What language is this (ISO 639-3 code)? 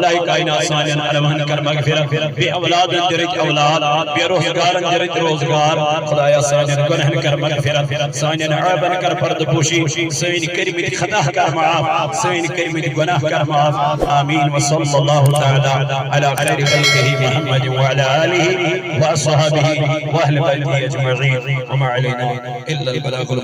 kas